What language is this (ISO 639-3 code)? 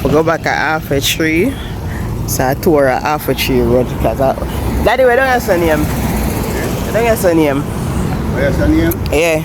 jam